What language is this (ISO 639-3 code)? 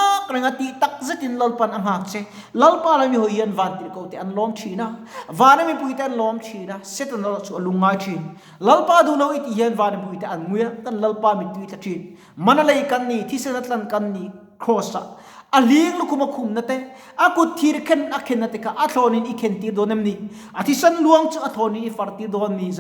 lus